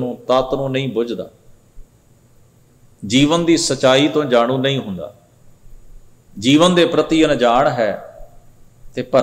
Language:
Punjabi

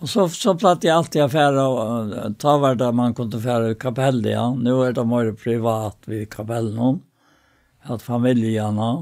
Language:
Faroese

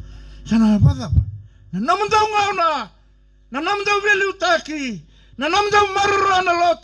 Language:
Fijian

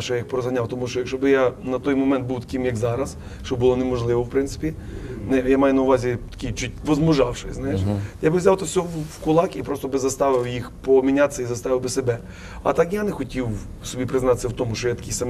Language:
Ukrainian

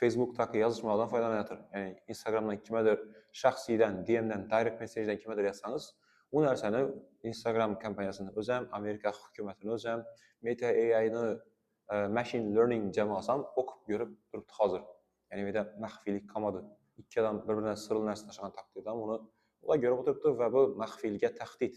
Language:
Uzbek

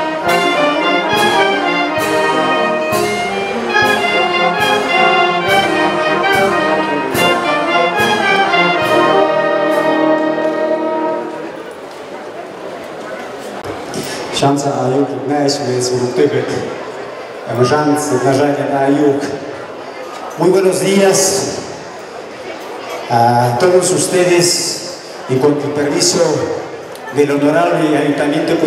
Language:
Spanish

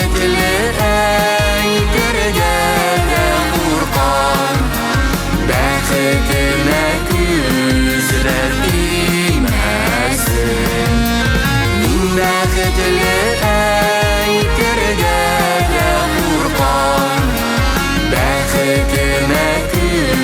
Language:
Tatar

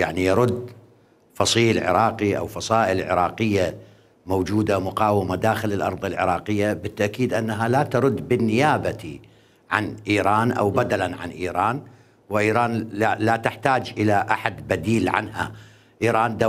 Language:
Mesopotamian Arabic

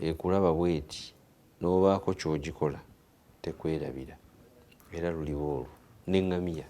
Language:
Ganda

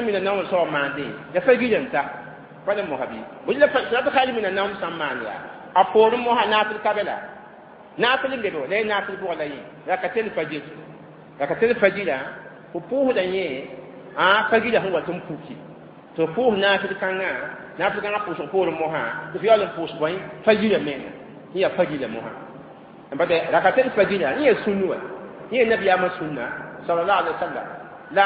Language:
Mossi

